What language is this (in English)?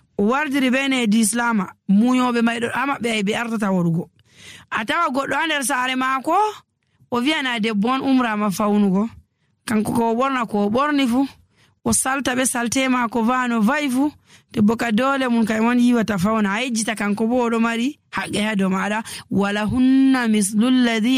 Nigerian Fulfulde